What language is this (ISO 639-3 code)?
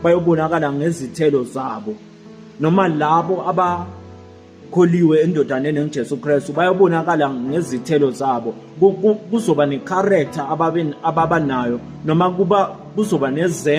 zul